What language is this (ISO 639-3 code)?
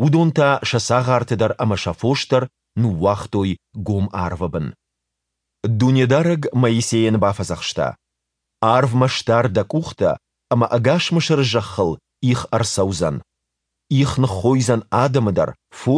oss